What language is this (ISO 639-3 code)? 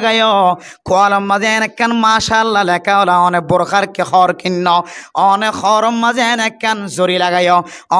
rhg